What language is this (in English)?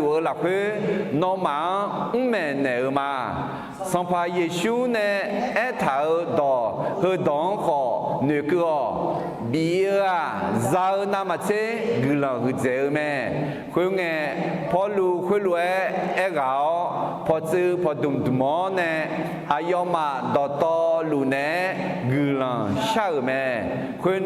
Akha